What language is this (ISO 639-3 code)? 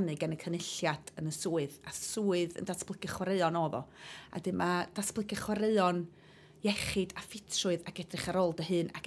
cym